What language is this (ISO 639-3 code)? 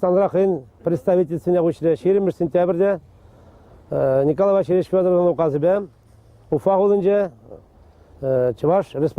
chv